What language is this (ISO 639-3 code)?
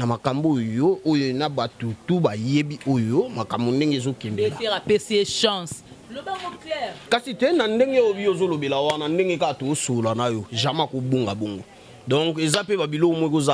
lin